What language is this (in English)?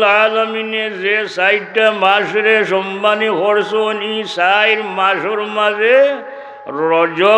Sylheti